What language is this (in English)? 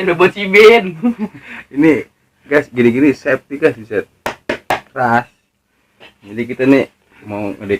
Betawi